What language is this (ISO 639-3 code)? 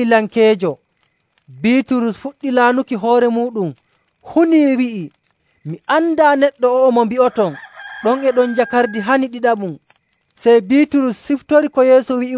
fuv